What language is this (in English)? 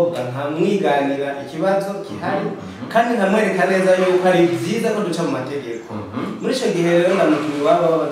Rundi